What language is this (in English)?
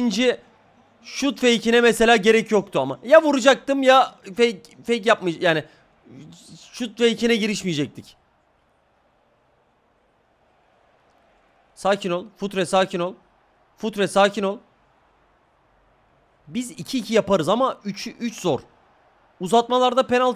Turkish